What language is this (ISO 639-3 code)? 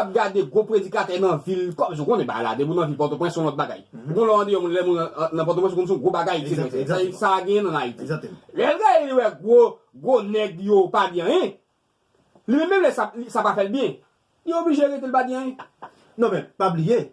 hat